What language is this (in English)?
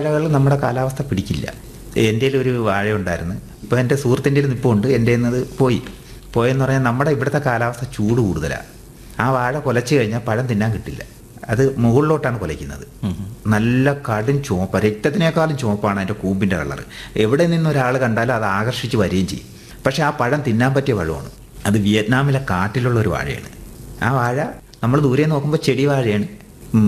Malayalam